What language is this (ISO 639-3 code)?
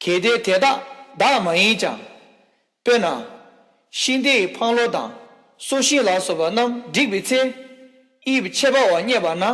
bod